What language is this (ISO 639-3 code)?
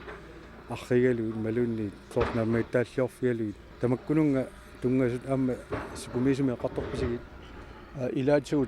kal